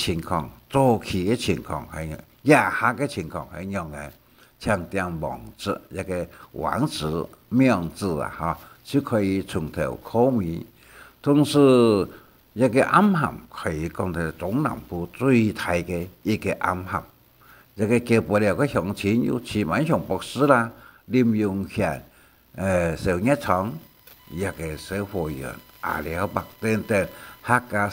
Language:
Hakka Chinese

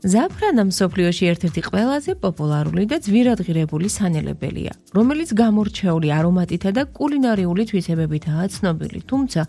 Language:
Georgian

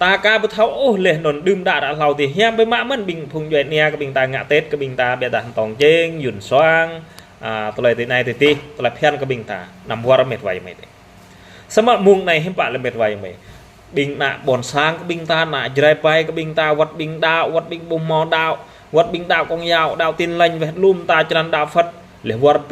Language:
Jarai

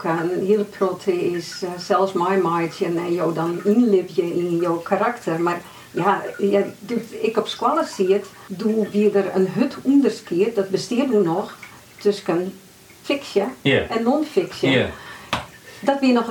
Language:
Western Frisian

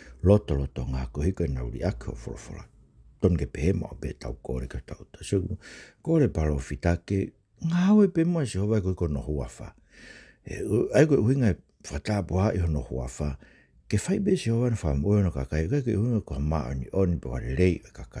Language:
Tongan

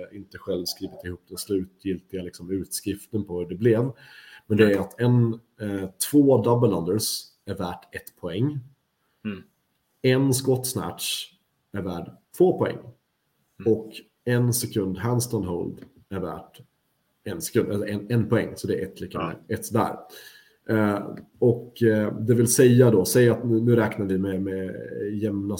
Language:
Swedish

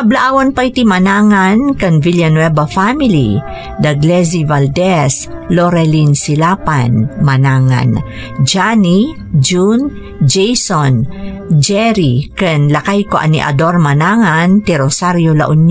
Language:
Iloko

